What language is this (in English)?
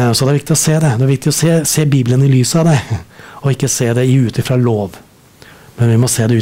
Norwegian